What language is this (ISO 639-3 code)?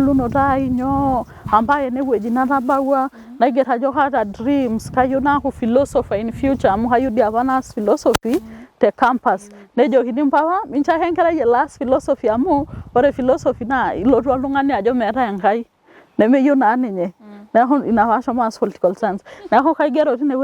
mas